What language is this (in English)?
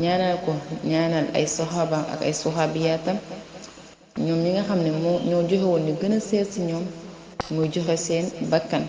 Wolof